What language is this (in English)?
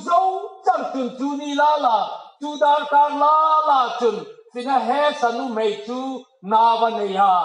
Hmar